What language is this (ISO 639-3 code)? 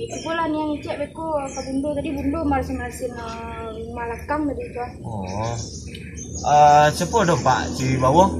min